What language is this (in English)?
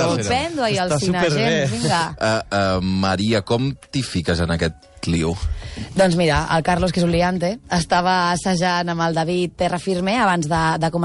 Catalan